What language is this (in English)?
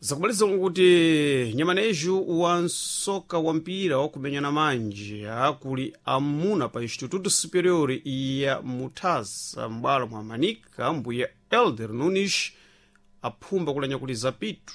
Sena